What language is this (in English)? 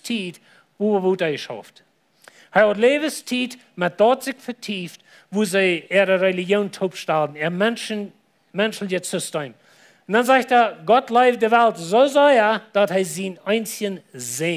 Plautdietsch